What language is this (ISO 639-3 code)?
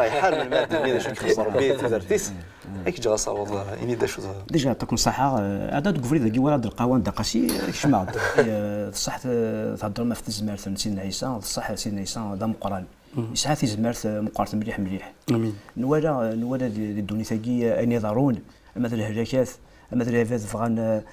kab